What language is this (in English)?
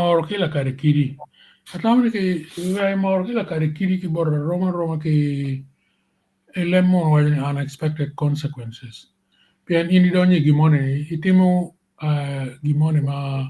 Acoli